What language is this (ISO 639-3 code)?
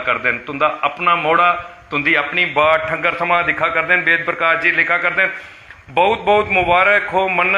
doi